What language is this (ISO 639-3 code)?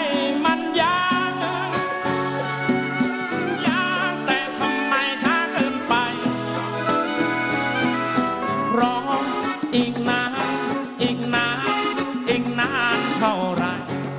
tha